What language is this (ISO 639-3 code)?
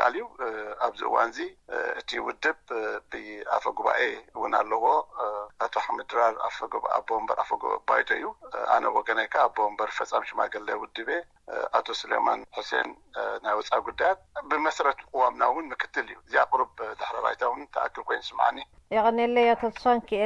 tir